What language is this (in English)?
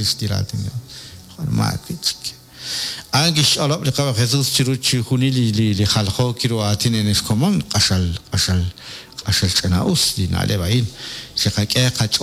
Kekchí